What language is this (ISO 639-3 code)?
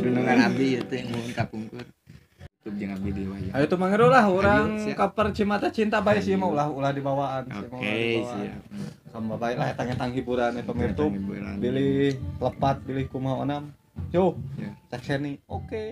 sun